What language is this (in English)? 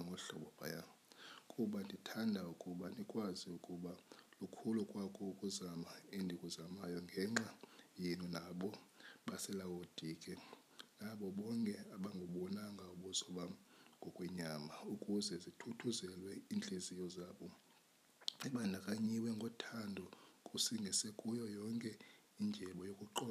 Xhosa